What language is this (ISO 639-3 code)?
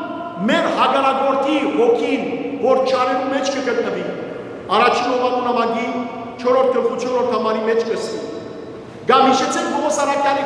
hyw